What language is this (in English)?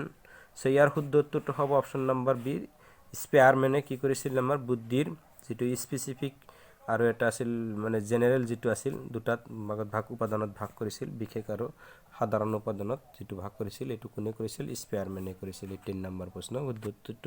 Assamese